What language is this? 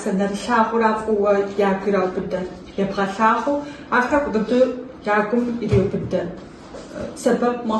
Kabardian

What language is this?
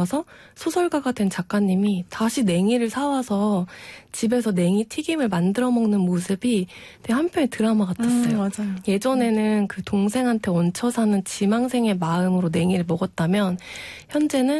Korean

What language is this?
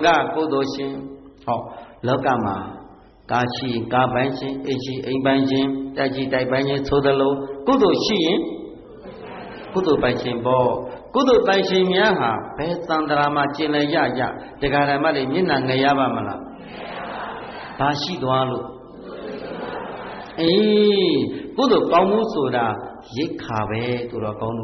Burmese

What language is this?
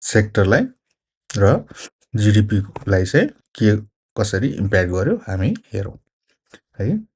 Nepali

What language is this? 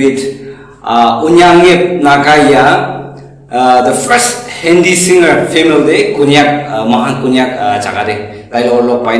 Naga Pidgin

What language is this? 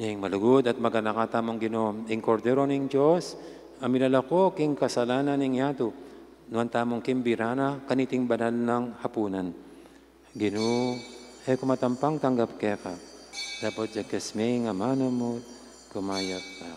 Pampanga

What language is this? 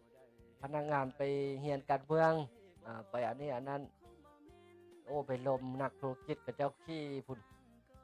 Lao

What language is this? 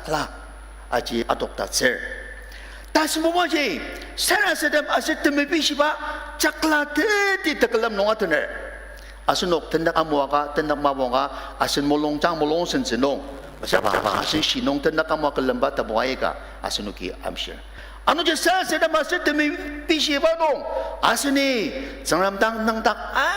Ao Naga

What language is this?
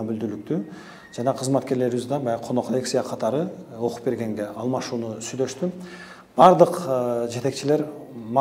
Kyrgyz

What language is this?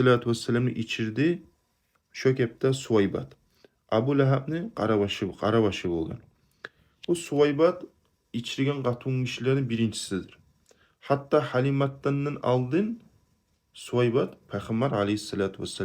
Kumyk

